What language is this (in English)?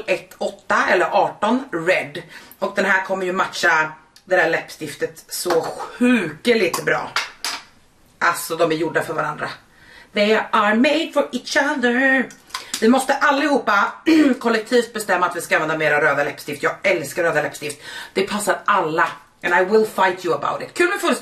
Swedish